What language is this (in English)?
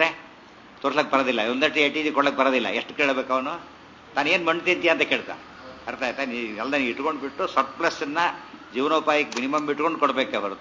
Kannada